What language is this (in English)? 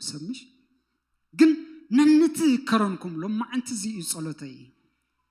Tigrinya